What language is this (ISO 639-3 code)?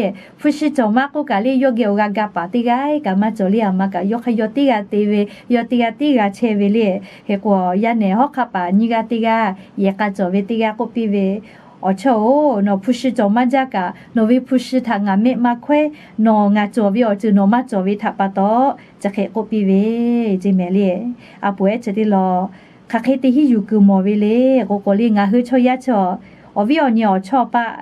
lhu